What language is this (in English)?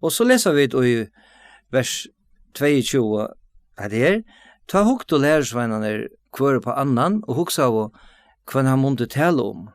Faroese